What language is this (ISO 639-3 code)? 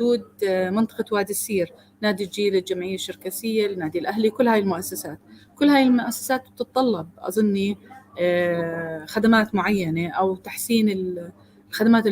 apc